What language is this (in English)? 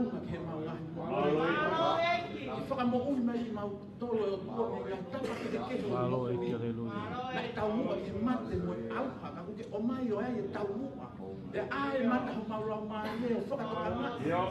Tongan